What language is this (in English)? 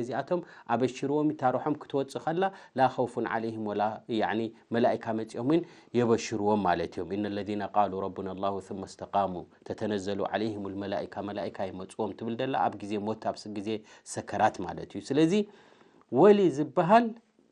Tigrinya